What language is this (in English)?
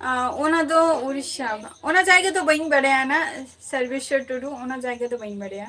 Santali